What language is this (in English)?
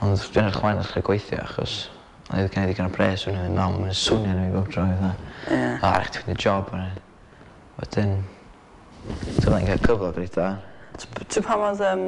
Welsh